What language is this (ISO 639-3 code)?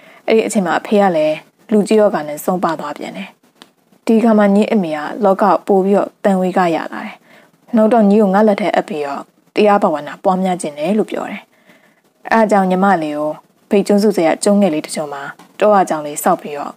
mya